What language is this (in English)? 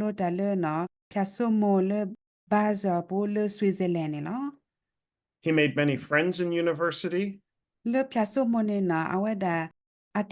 S'gaw Karen